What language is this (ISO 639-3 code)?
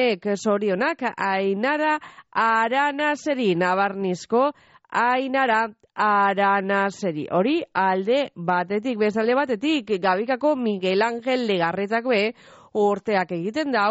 eus